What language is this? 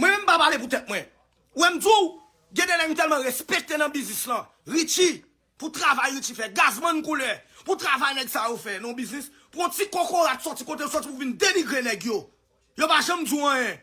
Haitian Creole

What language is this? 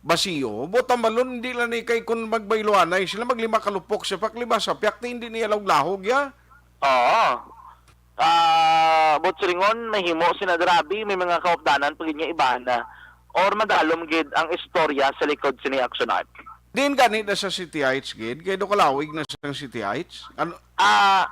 Hiligaynon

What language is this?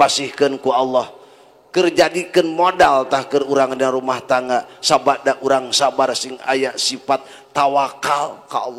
Sundanese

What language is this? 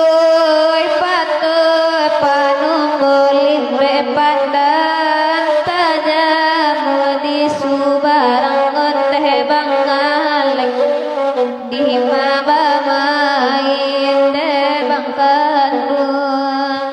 Minangkabau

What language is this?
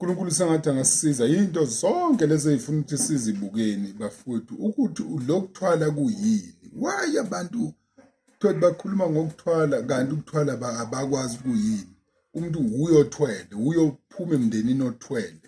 Zulu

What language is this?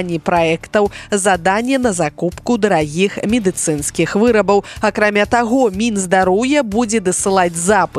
Belarusian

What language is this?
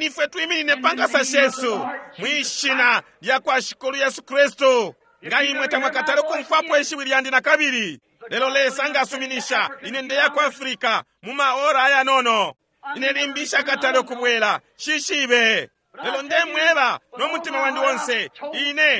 Bemba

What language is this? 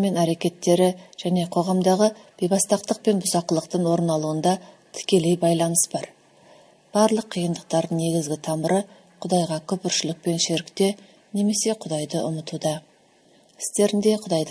Kazakh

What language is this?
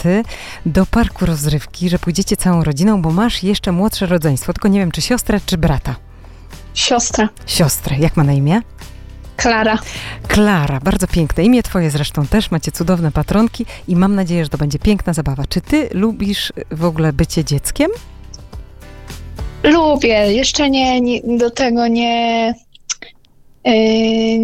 Polish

